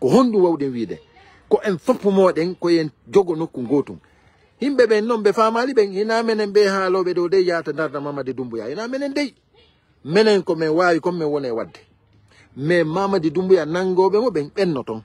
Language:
Fula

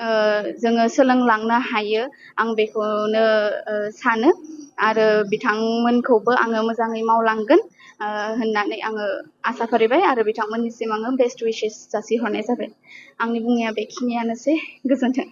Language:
Bodo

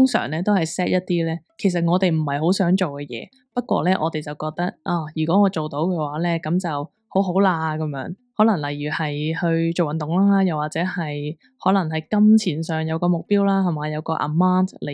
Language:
Cantonese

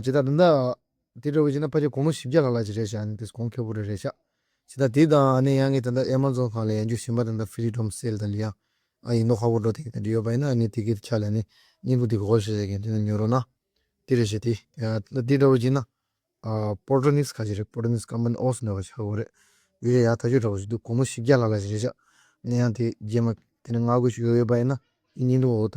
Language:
Tibetan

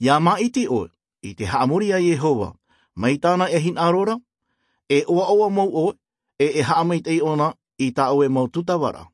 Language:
Tahitian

